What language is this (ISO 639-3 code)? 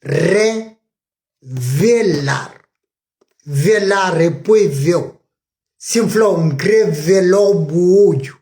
kea